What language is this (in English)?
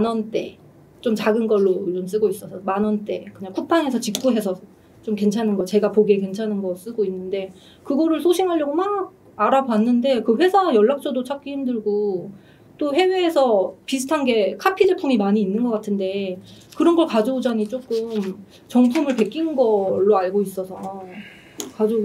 Korean